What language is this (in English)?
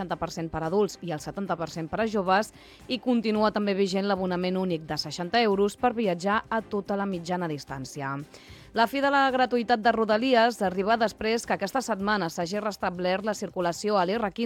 Catalan